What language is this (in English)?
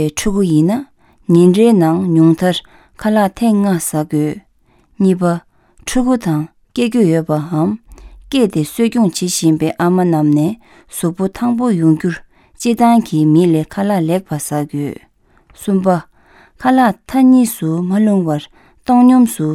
Tibetan